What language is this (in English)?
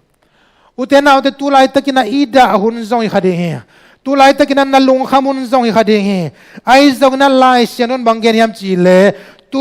Tedim Chin